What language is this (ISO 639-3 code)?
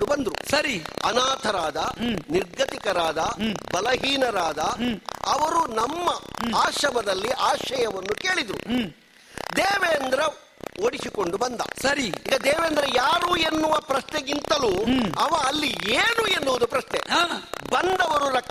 kan